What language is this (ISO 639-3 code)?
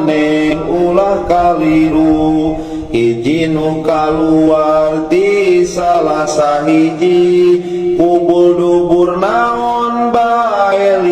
sun